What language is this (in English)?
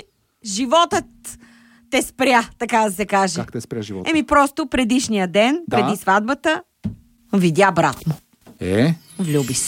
Bulgarian